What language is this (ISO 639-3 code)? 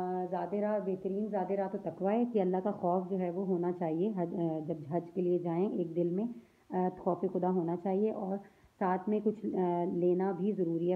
urd